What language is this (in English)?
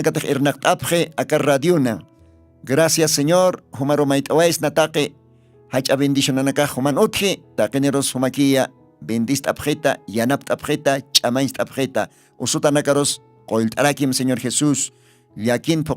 Aymara